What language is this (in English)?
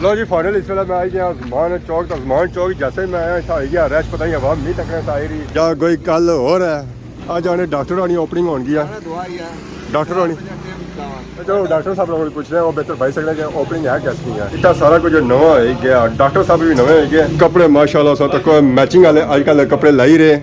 Pahari-Potwari